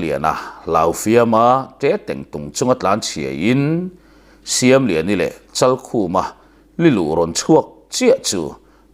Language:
Mizo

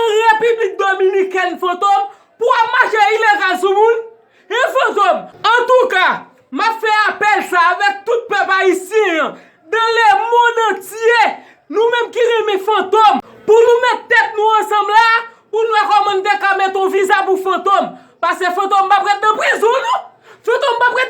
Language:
Haitian Creole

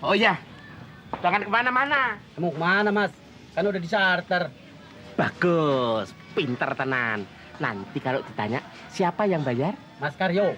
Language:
Betawi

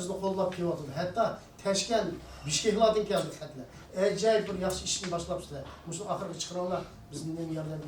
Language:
Uyghur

